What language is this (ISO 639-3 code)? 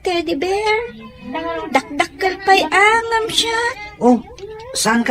ilo